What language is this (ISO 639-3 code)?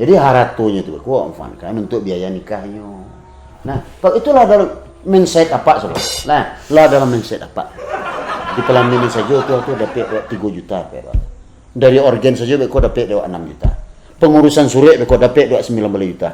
min